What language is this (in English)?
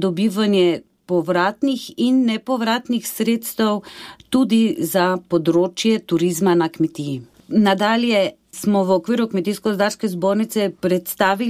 Slovenian